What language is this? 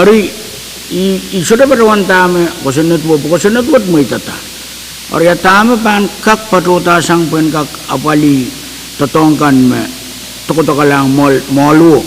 Pohnpeian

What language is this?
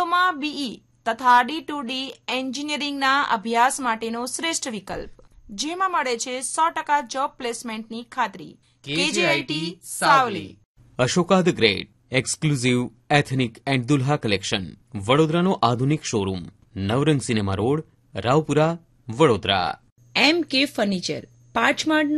Gujarati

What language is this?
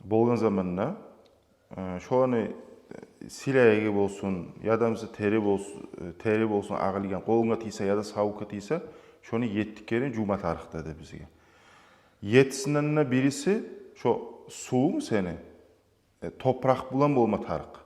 Kumyk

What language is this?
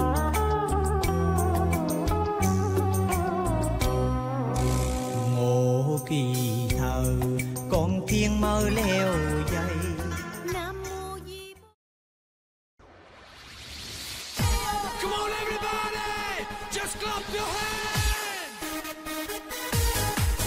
Vietnamese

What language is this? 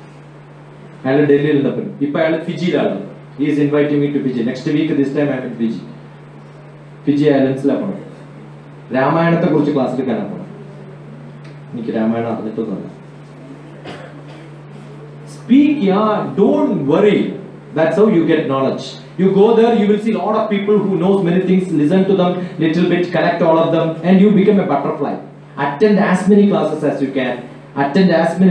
Malayalam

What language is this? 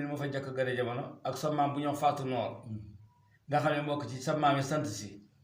Wolof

